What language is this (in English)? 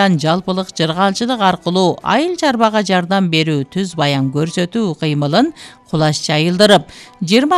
Kyrgyz